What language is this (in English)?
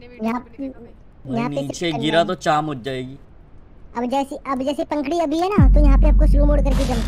Hindi